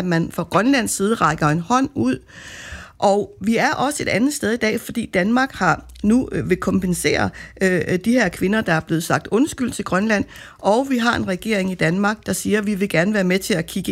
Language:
Danish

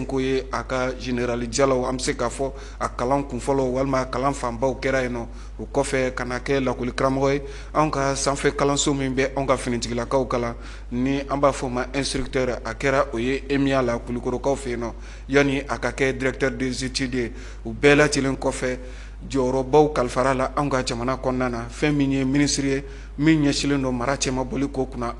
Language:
Bambara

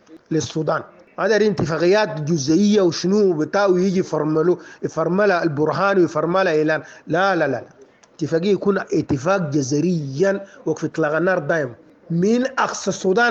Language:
Sudanese Arabic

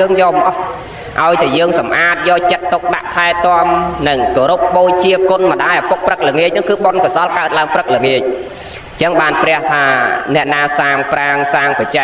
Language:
Khmer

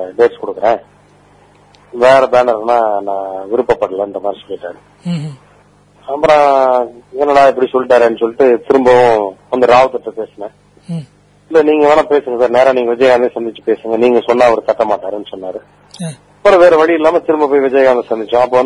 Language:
Tamil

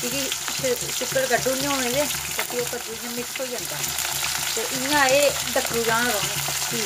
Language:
Dogri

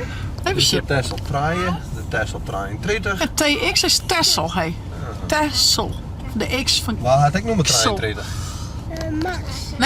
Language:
Western Frisian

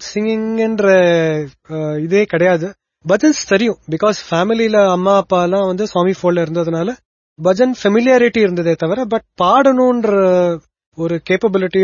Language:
Tamil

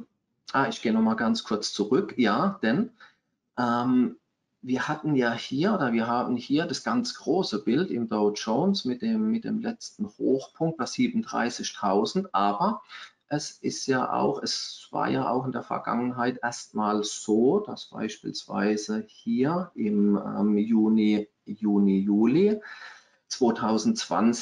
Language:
German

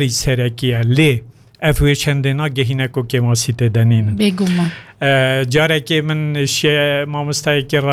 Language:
Kurdish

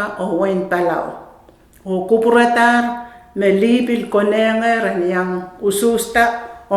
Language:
Pohnpeian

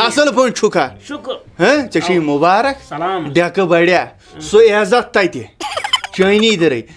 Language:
Kashmiri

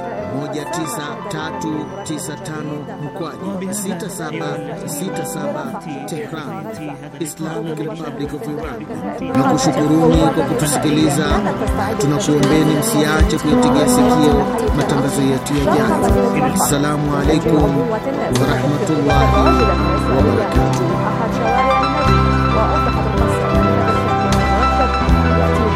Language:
Swahili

